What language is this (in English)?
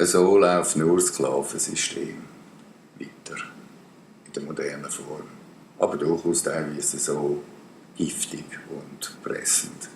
Swiss German